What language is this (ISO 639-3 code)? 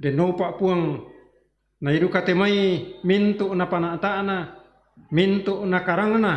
sda